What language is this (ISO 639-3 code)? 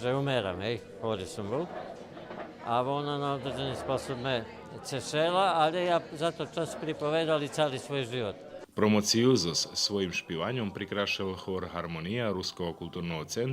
rue